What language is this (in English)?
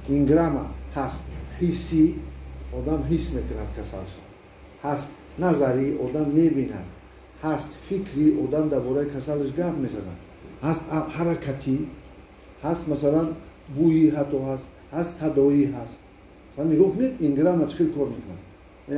Tajik